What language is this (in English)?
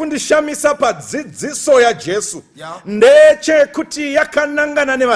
Shona